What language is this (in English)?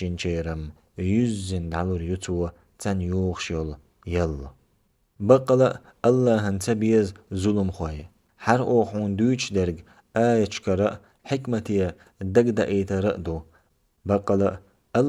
Chechen